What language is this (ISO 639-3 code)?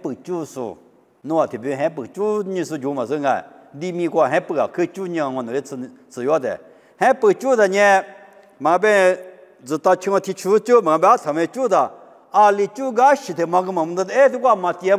lis